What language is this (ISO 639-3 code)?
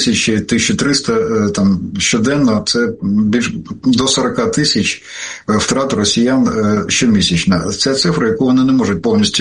ukr